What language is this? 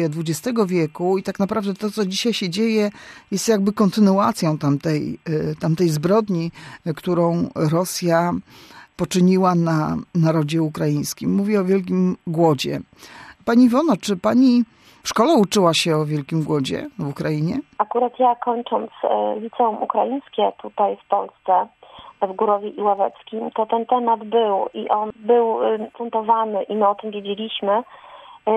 Polish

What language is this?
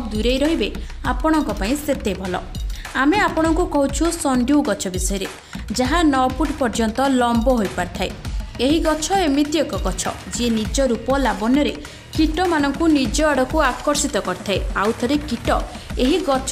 Odia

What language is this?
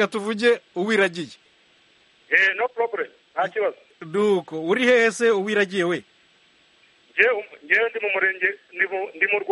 Kinyarwanda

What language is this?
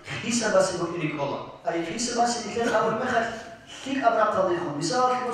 Avaric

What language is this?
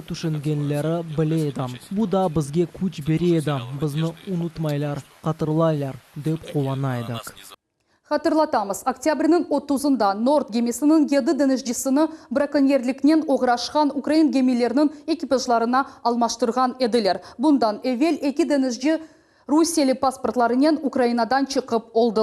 Crimean Tatar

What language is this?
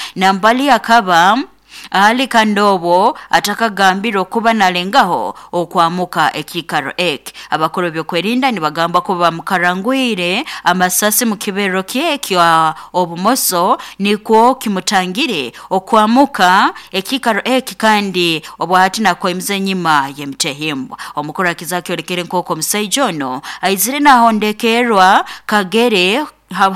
Nyoro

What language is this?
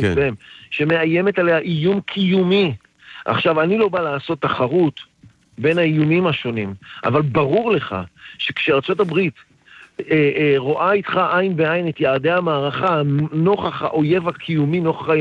Hebrew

